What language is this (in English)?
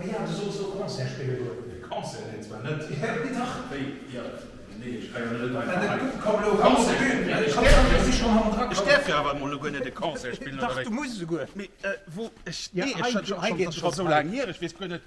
Luxembourgish